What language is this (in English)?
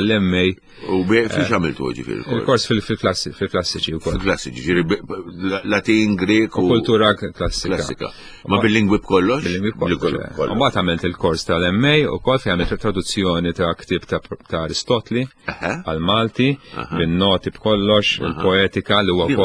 Maltese